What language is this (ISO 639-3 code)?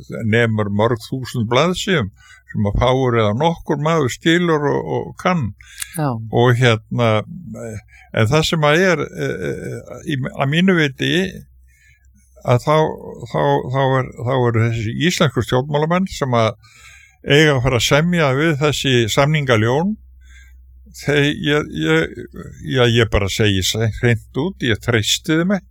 isl